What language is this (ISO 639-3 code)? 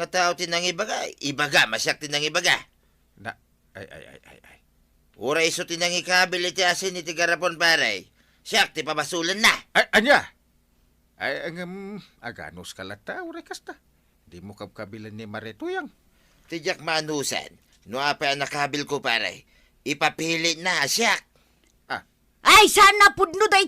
ilo